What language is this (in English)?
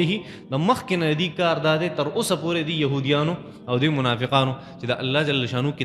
Pashto